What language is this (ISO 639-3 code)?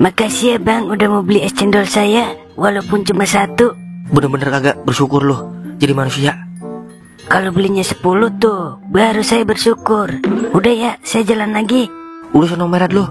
bew